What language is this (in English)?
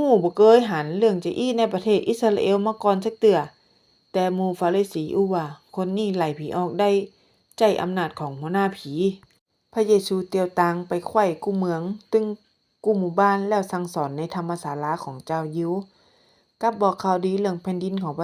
Northern Thai